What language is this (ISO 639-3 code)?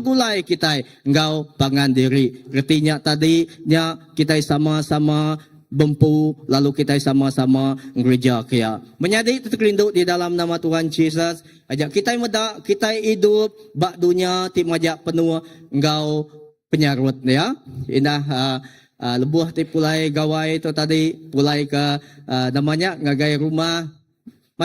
iba